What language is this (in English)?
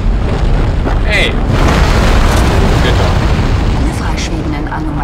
German